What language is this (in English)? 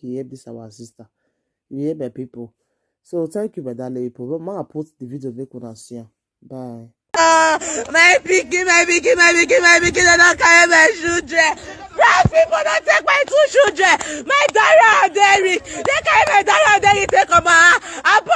Nigerian Pidgin